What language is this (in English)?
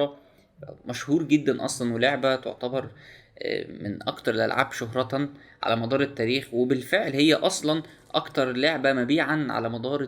Egyptian Arabic